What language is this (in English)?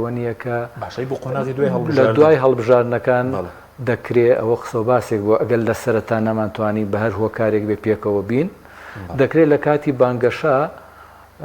Central Kurdish